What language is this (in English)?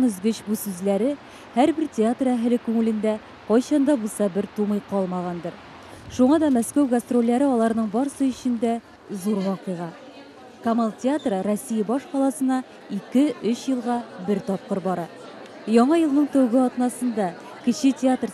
Tatar